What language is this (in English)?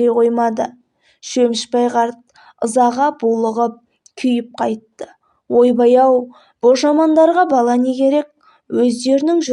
Kazakh